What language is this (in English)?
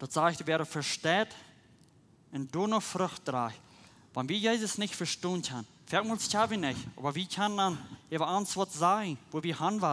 Plautdietsch